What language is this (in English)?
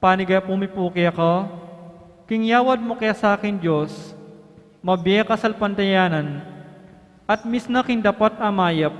Pampanga